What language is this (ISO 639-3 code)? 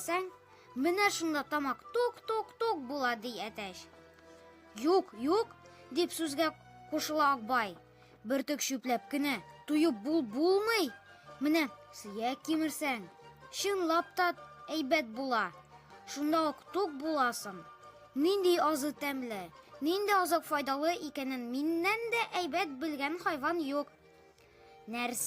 tat